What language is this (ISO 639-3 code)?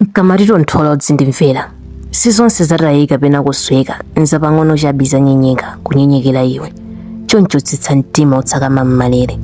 nya